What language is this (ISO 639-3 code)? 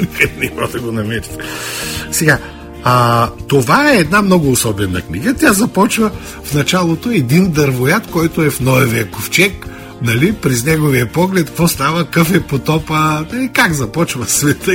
bul